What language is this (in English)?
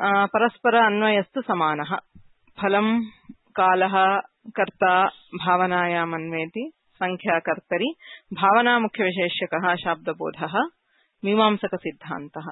Sanskrit